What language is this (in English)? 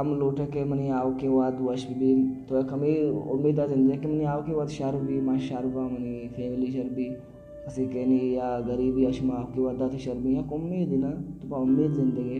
Baluchi